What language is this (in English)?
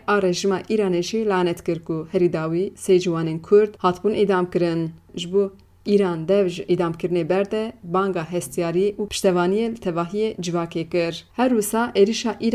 Kurdish